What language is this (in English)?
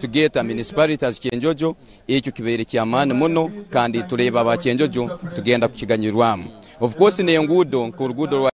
Nyankole